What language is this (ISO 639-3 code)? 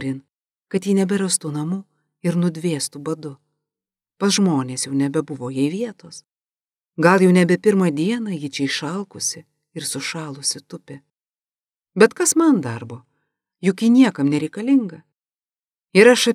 lit